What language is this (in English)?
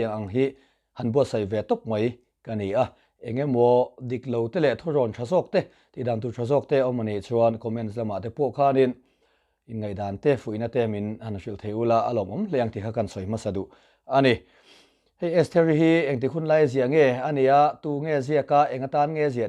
Mizo